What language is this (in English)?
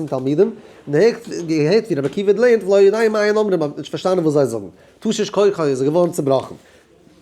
Yiddish